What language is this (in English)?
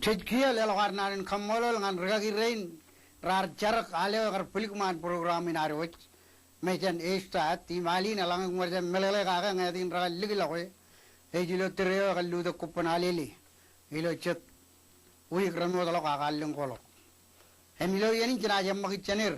Marshallese